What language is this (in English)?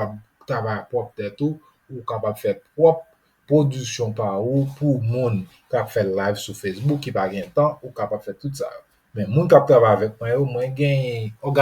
Haitian Creole